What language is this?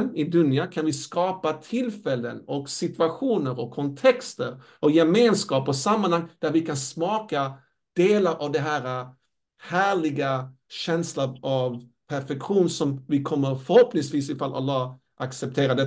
Swedish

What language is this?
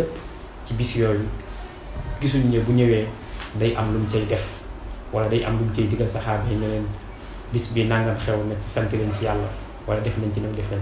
Wolof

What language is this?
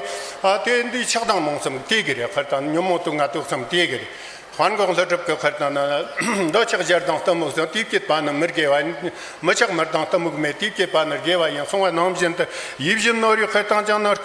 Tibetan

